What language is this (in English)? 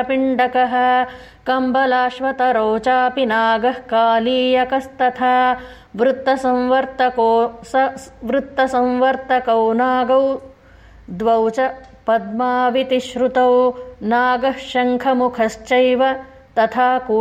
Sanskrit